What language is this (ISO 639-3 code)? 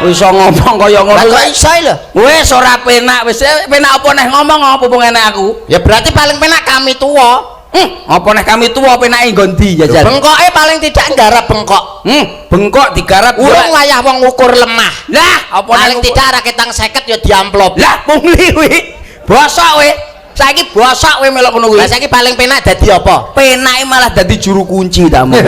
jav